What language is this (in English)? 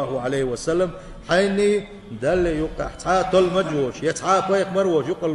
Chechen